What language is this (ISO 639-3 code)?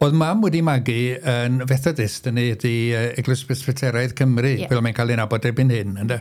cym